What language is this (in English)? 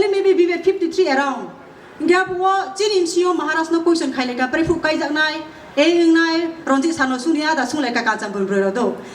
Kok Borok